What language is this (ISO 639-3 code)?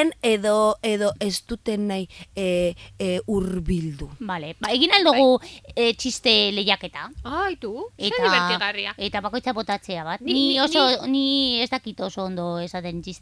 eus